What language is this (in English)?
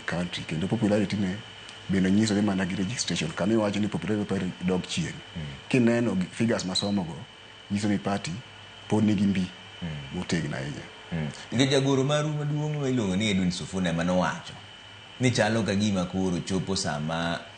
Luo (Kenya and Tanzania)